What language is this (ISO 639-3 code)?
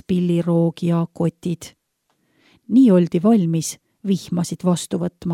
est